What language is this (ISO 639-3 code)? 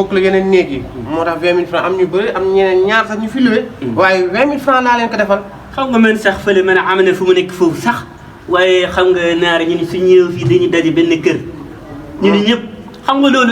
wol